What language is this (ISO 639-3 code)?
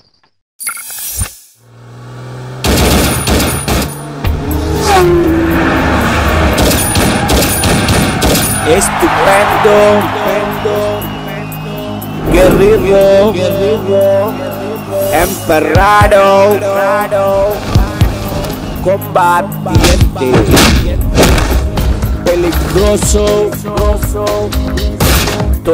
tel